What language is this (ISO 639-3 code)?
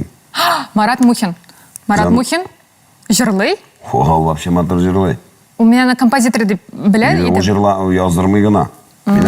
tat